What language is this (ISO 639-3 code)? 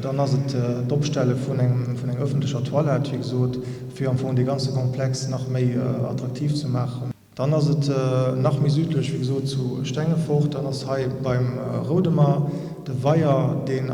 ltz